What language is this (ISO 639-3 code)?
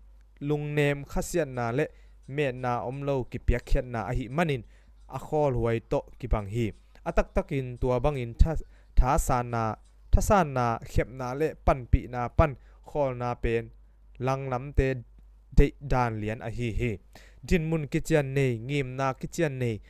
ctd